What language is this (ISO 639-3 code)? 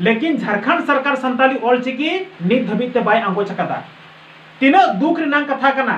sat